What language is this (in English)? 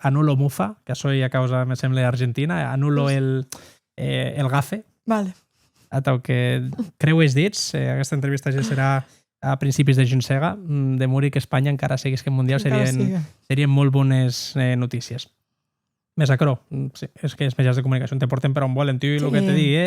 Occitan